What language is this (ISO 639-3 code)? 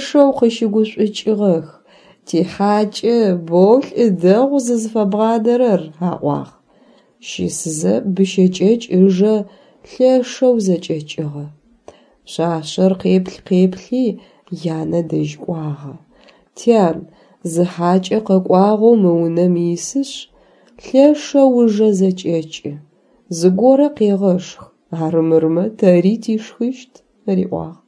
ady